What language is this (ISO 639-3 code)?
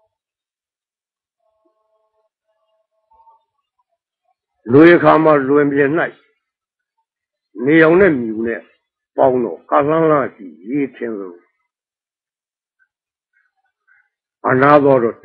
mya